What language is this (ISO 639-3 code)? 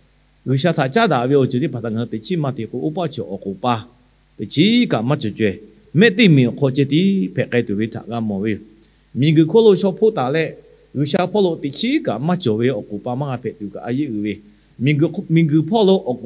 lhu